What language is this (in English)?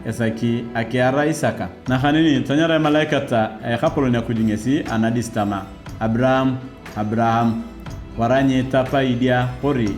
Turkana